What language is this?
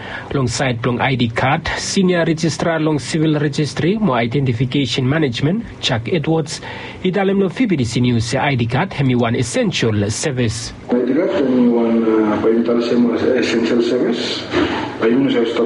Bislama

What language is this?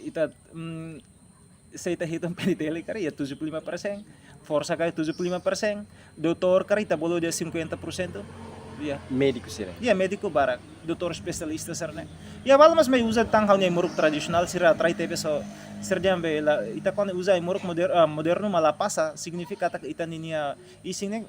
Tetum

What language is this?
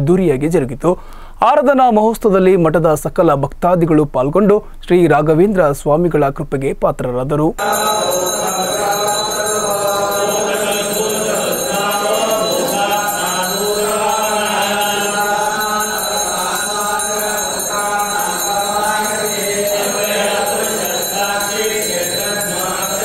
Kannada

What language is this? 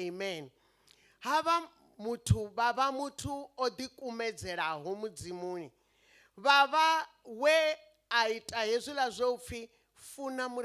Venda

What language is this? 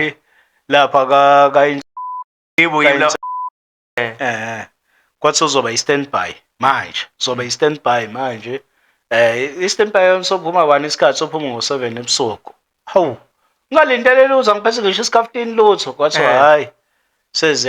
Zulu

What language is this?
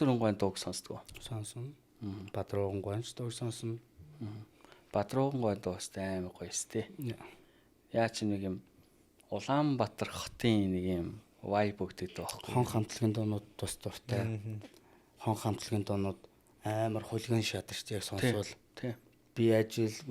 Mongolian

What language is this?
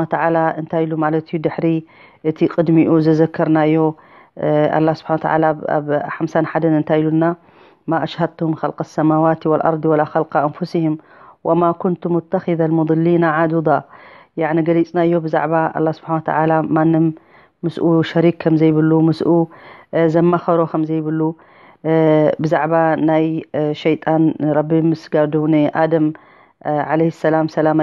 Tigrinya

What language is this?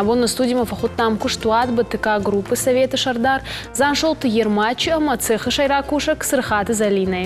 Ossetic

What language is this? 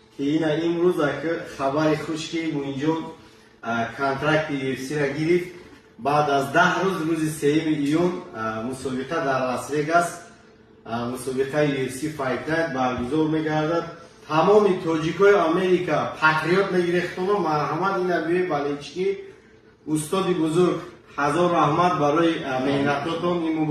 Tajik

